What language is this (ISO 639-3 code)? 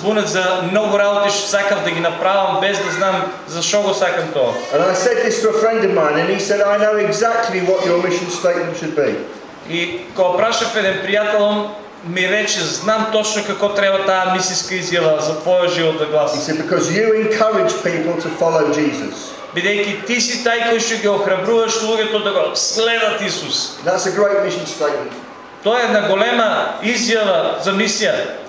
mkd